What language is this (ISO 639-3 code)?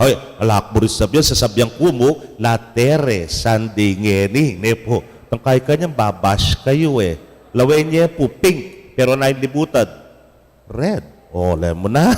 pam